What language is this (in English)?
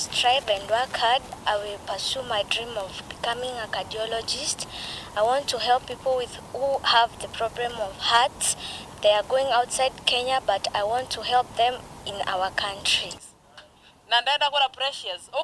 Meru